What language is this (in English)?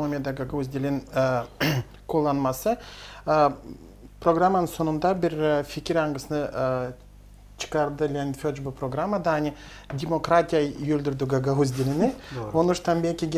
Gagauz